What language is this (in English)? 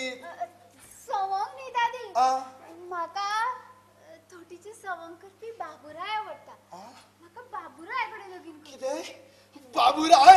Konkani